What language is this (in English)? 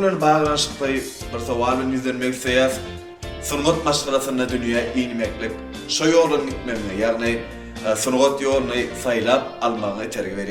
Turkmen